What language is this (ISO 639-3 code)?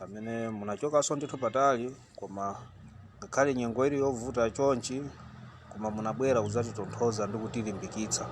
nya